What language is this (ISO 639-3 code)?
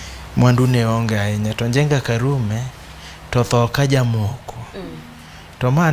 luo